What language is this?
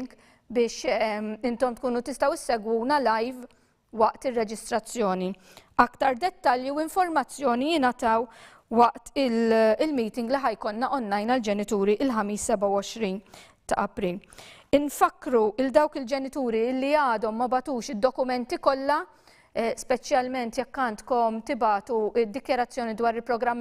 Maltese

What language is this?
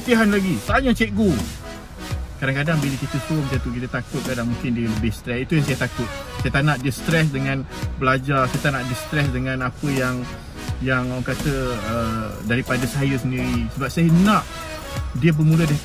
Malay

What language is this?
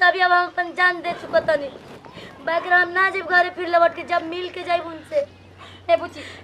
Bhojpuri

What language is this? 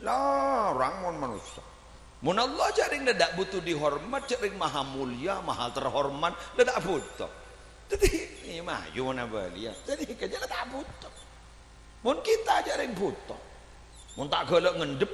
Madurese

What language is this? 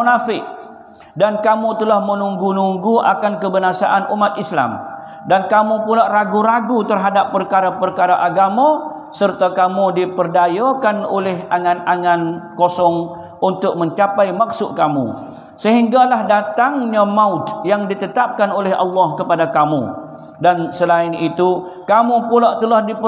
Malay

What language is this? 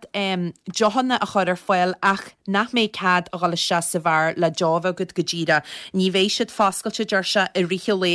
Irish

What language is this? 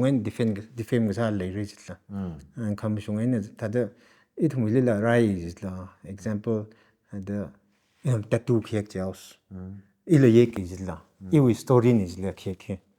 Tangkhul Naga (India)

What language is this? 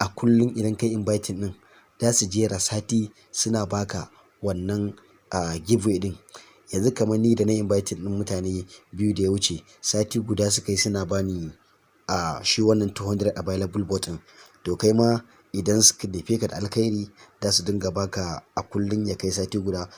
Hausa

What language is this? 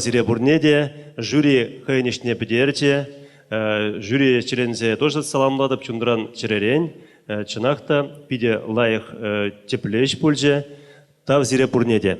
Chuvash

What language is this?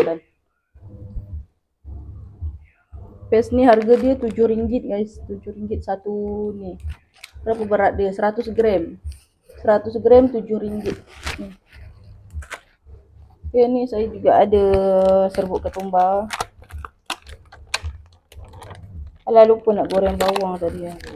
Malay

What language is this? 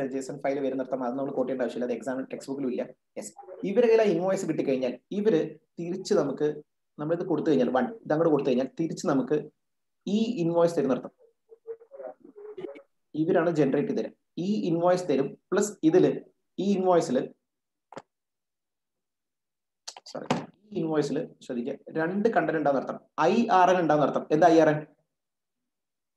Malayalam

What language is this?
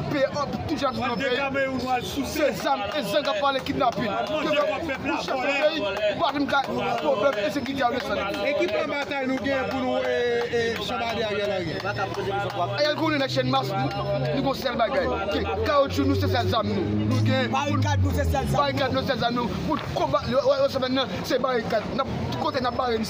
Haitian Creole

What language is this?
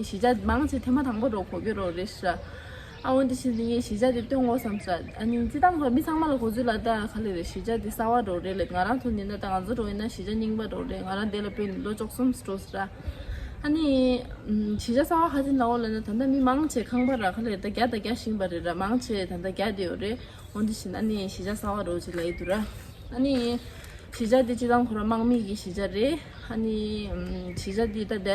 Tibetan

